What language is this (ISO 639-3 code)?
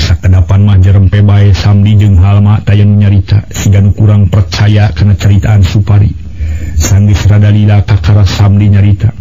sun